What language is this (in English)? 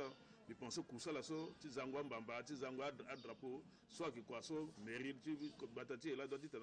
Sango